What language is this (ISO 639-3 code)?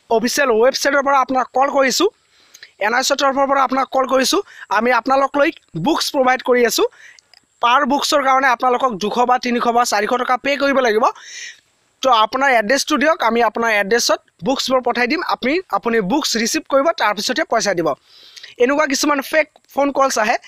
asm